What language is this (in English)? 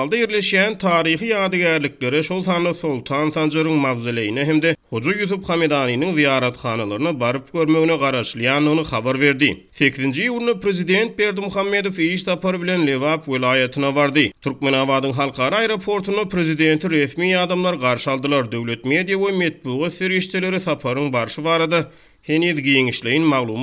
Turkmen